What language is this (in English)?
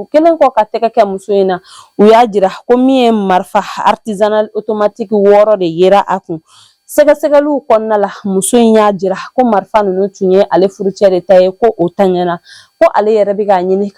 Bambara